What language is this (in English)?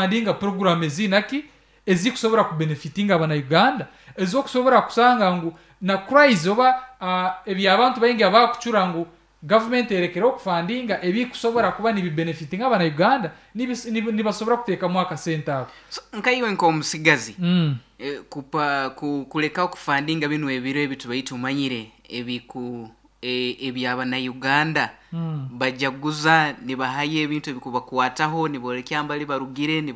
Nyankole